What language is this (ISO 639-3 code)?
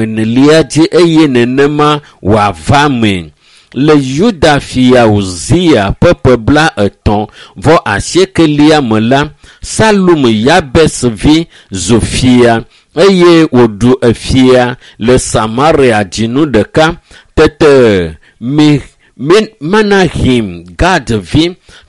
ewe